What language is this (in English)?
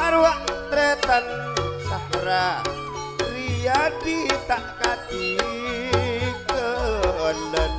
Madurese